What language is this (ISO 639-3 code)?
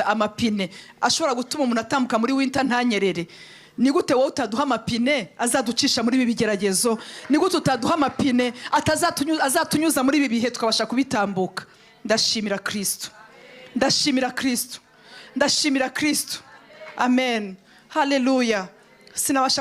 kin